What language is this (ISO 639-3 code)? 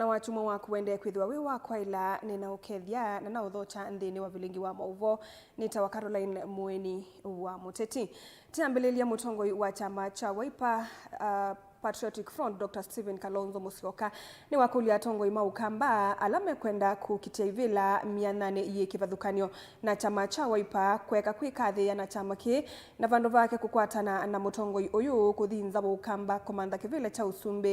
kam